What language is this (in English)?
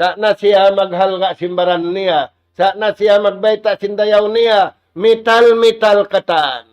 Tausug